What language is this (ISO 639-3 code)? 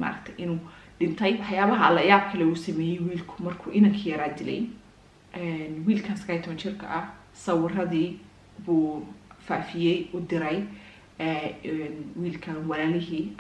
som